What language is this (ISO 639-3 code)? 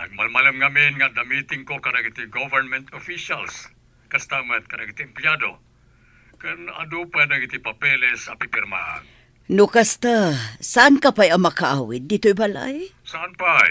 ilo